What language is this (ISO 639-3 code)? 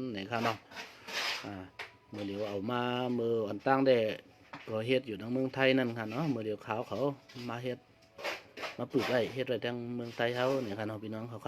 shn